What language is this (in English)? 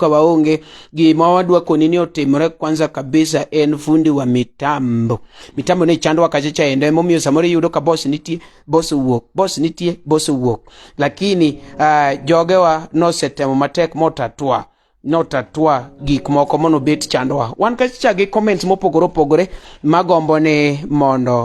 Luo (Kenya and Tanzania)